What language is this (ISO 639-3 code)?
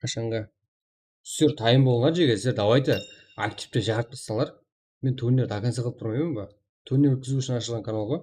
kaa